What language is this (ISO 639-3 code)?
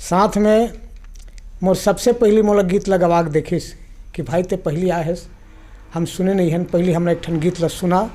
hne